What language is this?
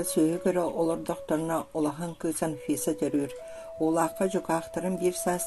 Yakut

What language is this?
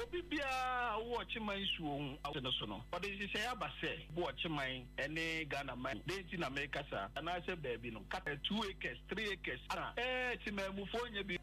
Akan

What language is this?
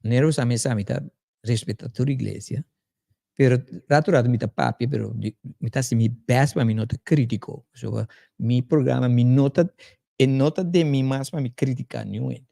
Papiamento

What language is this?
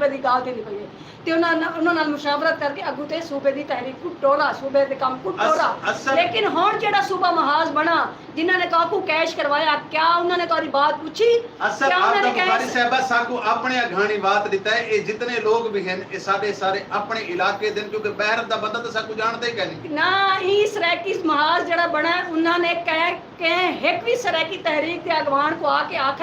Saraiki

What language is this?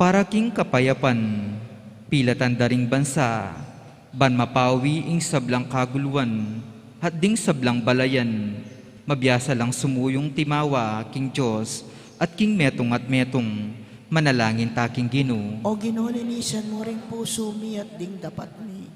Pampanga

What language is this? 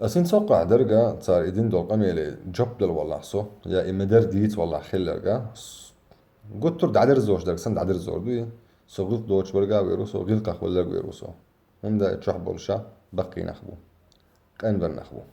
Chechen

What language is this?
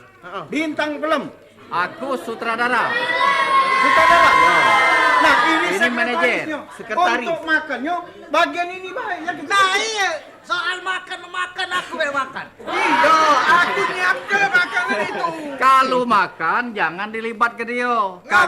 Musi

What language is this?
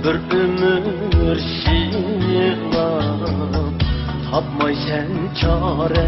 Uyghur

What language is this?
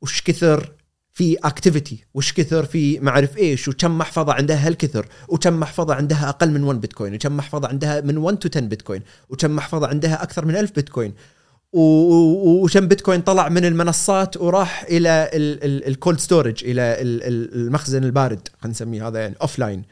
Gulf Arabic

